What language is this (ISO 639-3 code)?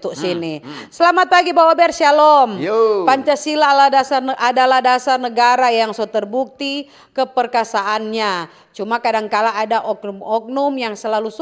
xmm